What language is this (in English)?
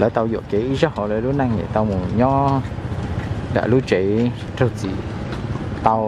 Hmong